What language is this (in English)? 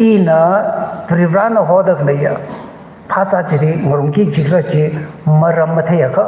Tangkhul Naga (India)